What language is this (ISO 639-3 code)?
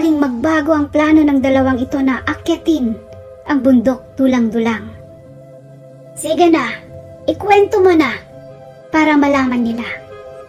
fil